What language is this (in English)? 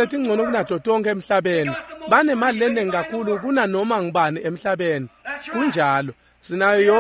Swati